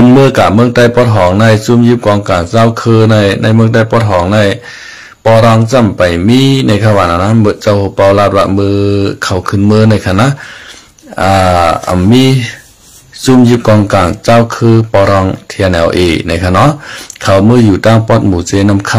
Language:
Shan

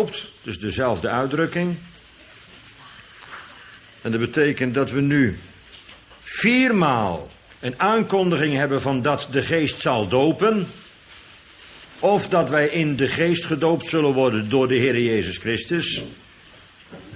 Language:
Dutch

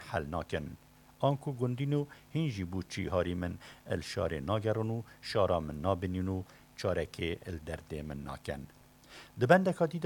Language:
Kurdish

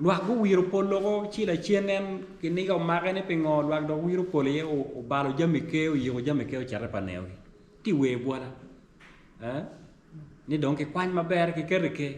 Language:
Acoli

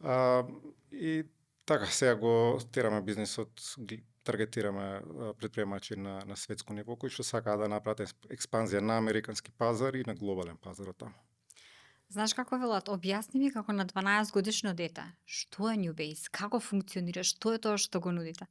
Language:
Macedonian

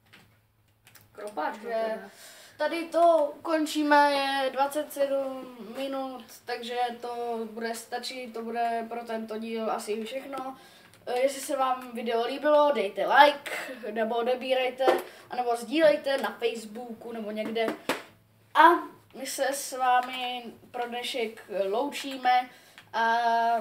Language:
Czech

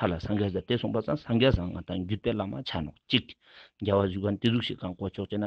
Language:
Ladakhi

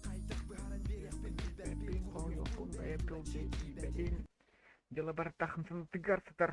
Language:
Yakut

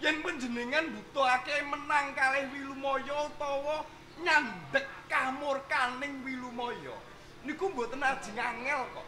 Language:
Javanese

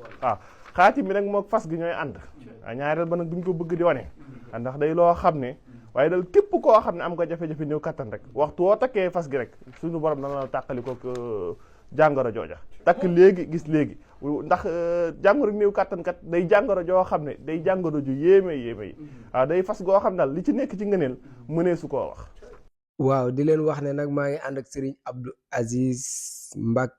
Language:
Wolof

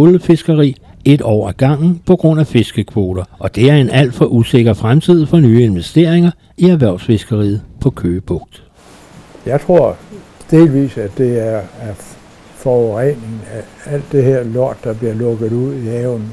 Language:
Danish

